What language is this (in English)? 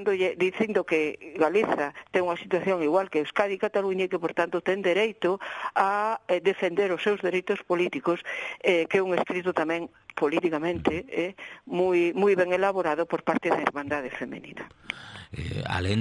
Galician